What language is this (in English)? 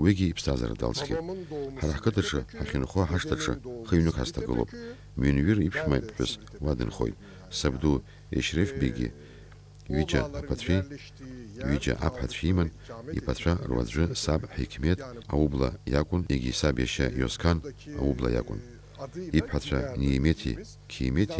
Abkhazian